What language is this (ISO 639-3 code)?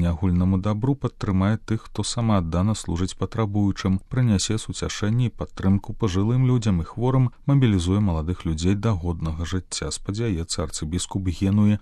bel